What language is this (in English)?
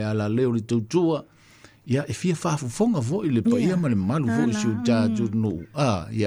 Samoan